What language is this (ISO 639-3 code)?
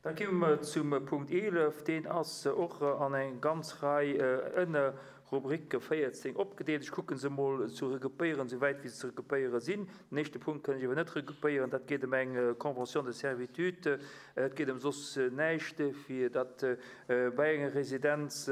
ltz